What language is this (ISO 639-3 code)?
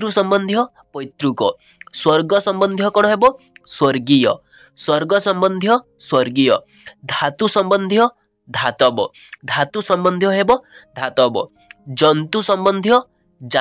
ori